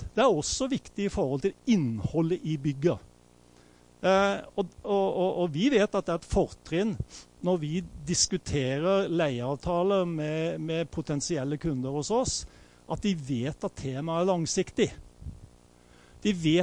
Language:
Norwegian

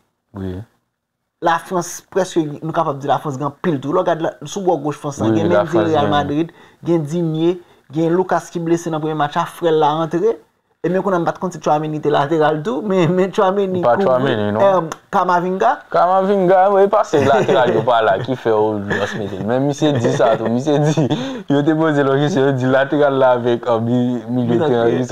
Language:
Haitian Creole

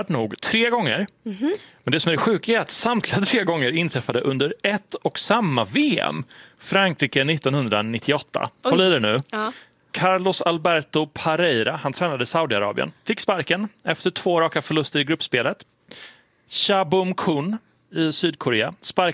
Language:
Swedish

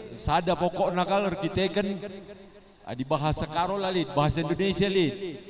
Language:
Batak Karo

